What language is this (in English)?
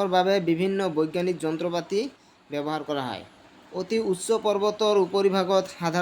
Assamese